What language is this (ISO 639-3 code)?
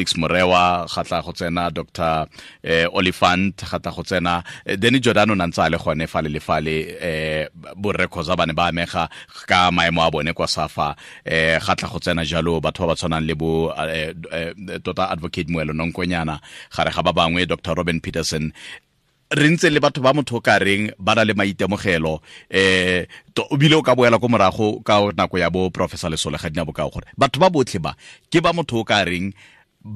tsn